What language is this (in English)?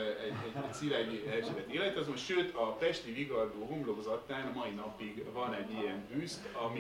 Hungarian